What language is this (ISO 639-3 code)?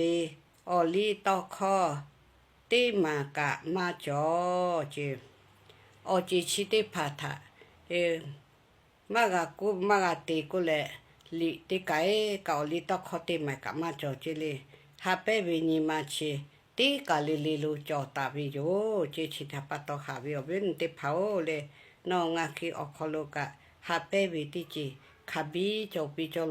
lhu